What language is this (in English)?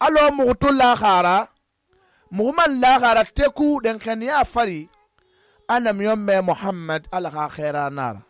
Susu